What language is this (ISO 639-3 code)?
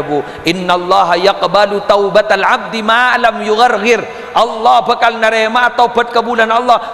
mad